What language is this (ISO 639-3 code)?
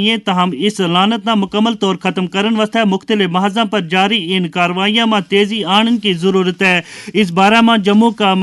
gju